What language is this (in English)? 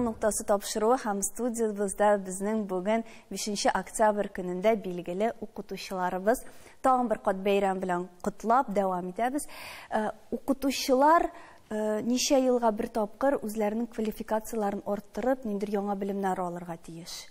Tatar